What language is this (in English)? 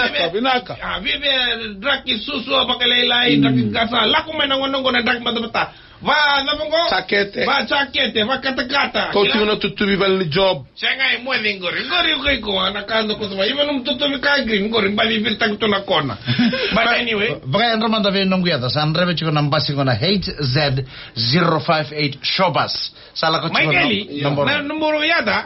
Fijian